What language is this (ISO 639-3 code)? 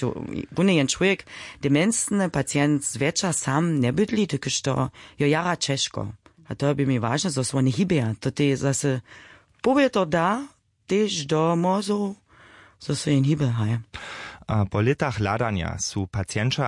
hsb